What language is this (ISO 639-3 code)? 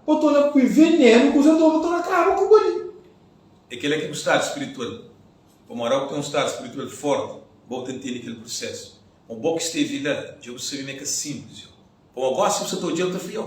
kea